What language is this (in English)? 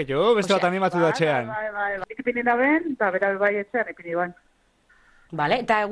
Basque